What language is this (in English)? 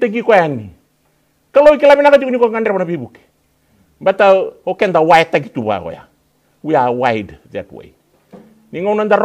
Fijian